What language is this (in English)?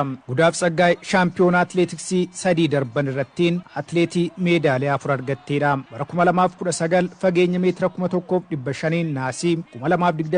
Oromo